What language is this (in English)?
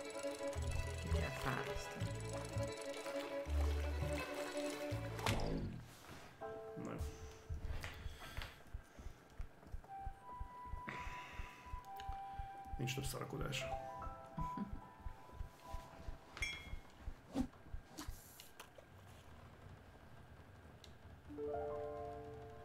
Hungarian